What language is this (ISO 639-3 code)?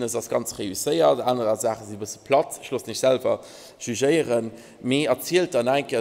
ltz